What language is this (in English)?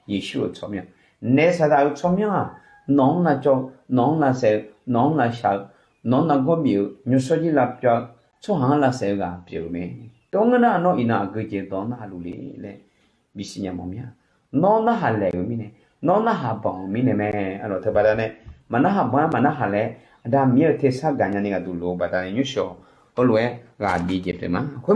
Akha